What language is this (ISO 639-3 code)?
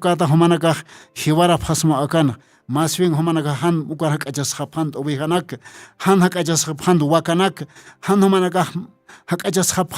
aym